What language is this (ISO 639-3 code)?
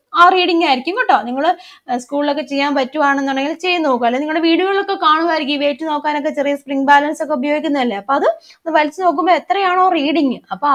mal